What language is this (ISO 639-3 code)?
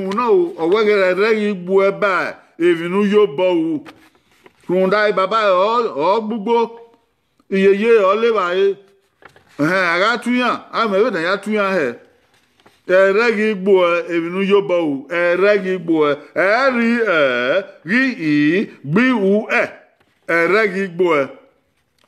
bin